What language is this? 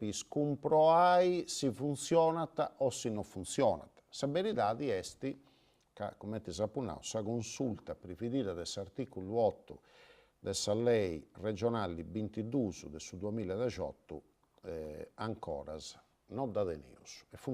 Sardinian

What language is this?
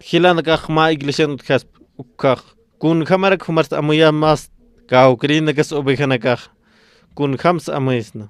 Aymara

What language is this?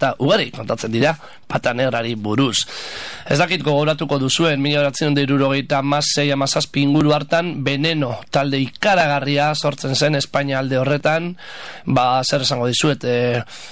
Basque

